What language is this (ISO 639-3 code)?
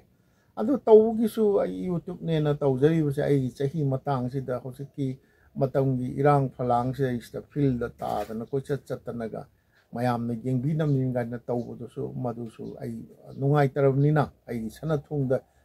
mni